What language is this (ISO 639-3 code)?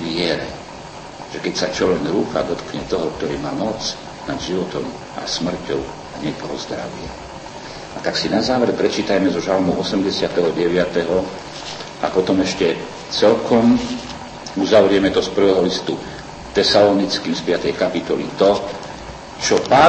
slk